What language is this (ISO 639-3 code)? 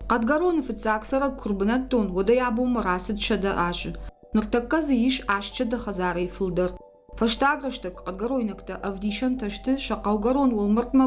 oss